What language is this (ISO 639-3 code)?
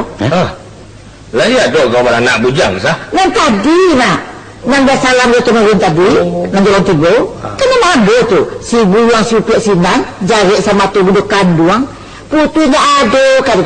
min